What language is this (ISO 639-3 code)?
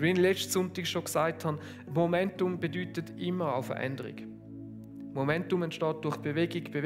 gsw